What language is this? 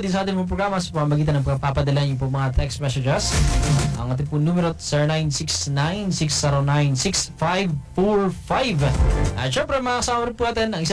Filipino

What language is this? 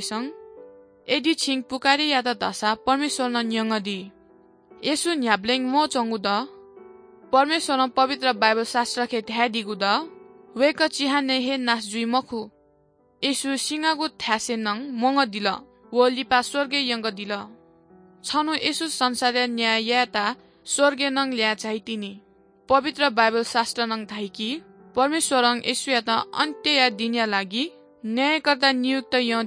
Newari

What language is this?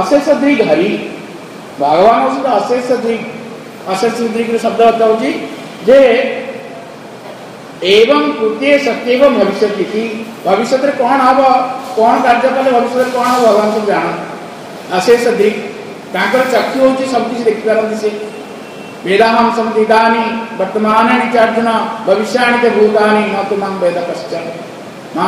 Odia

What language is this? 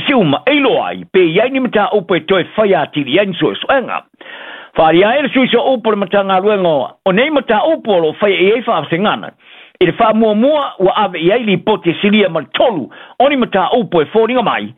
Samoan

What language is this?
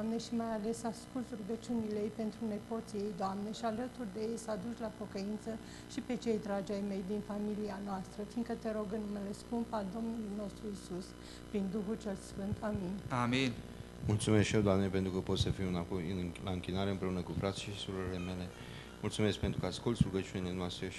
Romanian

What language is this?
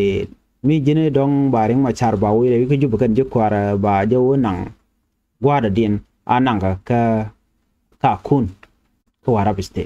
Nuer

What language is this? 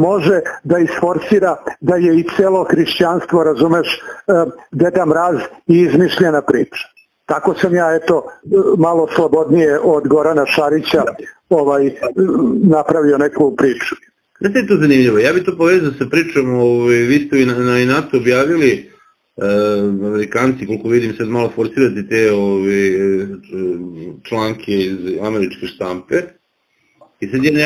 Serbian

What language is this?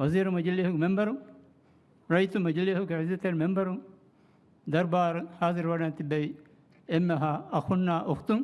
Divehi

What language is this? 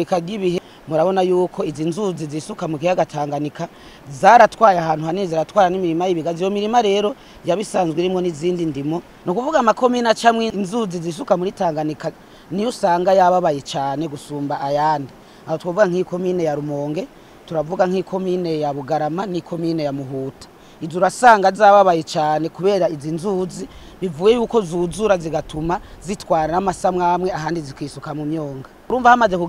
Rundi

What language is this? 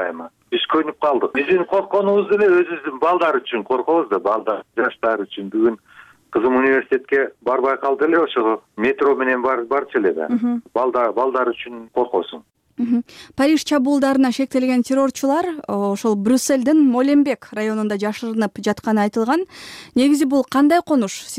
Kyrgyz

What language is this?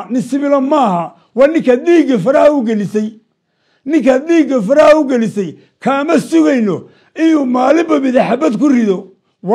Somali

